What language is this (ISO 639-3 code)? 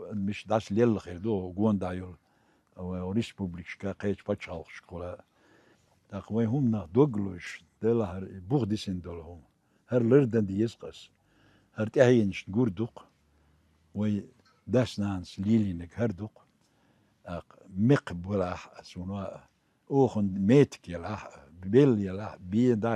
che